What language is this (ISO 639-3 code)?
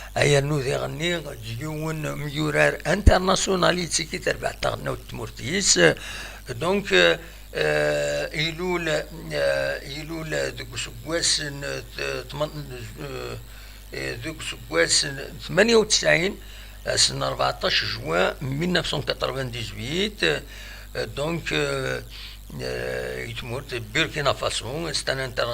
kab